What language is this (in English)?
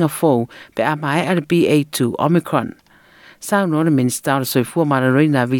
Samoan